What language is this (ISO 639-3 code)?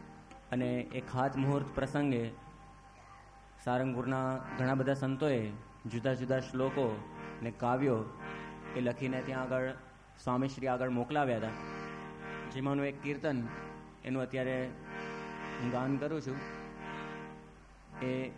guj